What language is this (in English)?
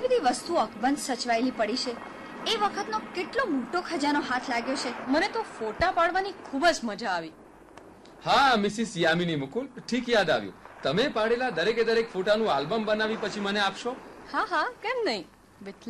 Gujarati